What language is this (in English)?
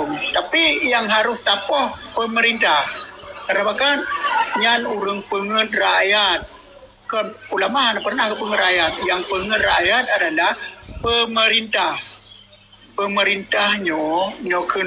Achinese